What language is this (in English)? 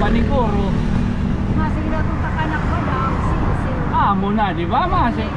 Waray